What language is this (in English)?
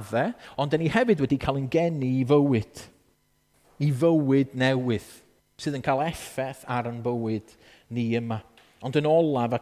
Welsh